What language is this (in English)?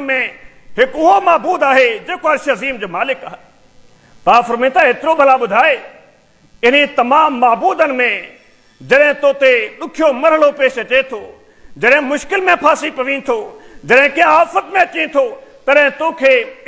Sindhi